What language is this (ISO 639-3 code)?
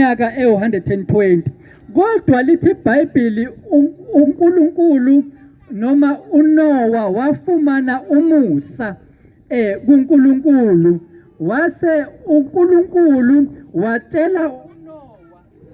zul